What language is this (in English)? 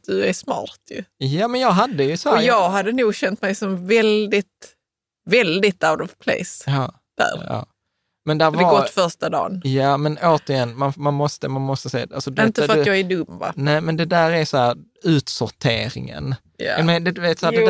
Swedish